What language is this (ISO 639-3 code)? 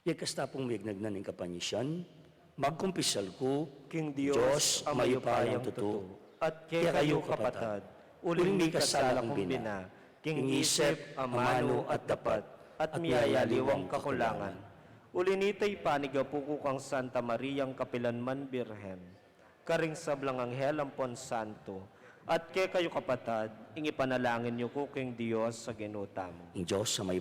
pam